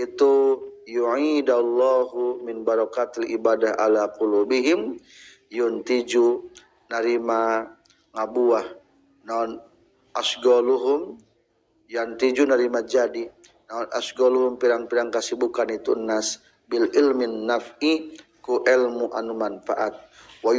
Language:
Sundanese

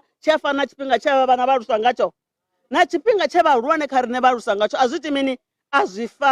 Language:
Venda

